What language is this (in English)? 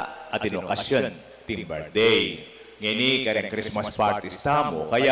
Pampanga